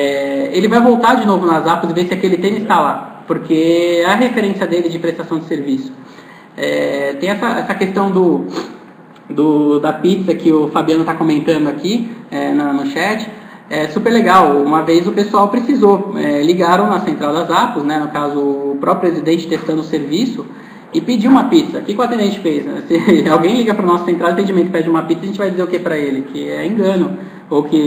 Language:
Portuguese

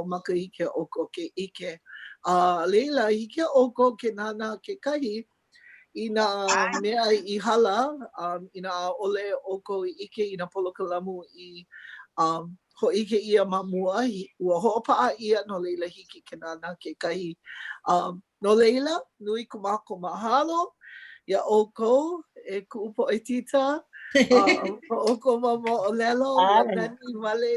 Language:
Hawaiian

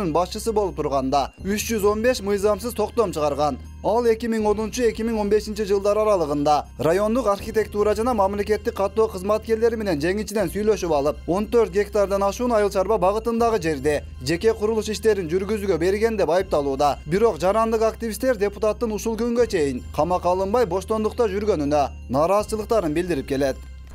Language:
Kyrgyz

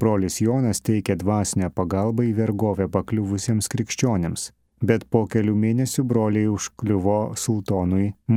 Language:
Lithuanian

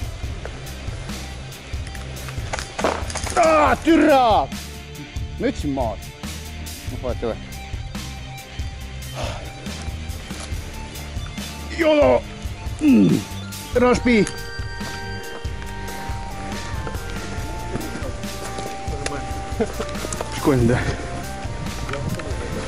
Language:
Estonian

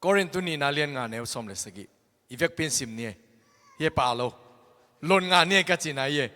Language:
Tedim Chin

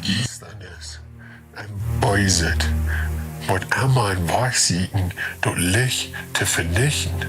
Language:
Plautdietsch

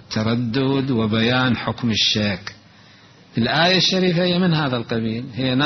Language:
Mesopotamian Arabic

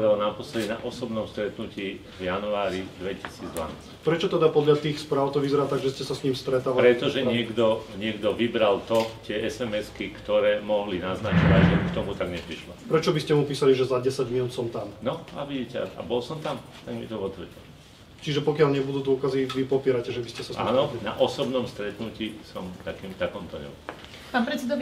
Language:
Slovak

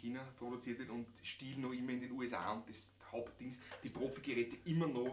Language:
Bavarian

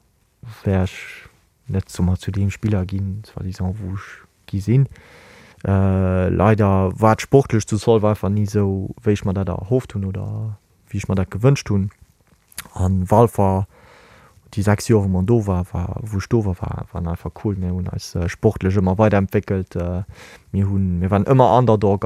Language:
Luxembourgish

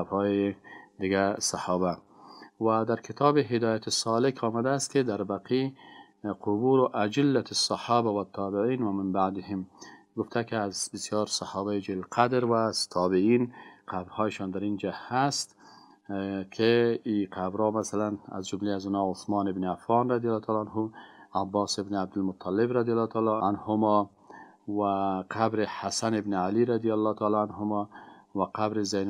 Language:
Persian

